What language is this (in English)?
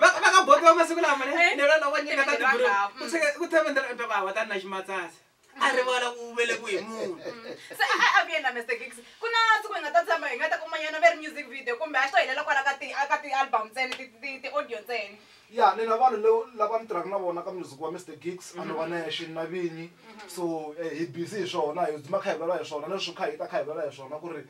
Tsonga